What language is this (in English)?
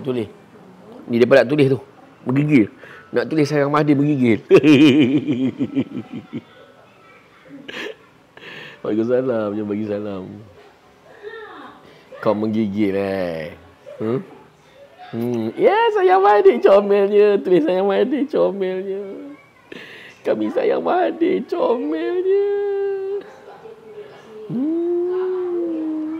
Malay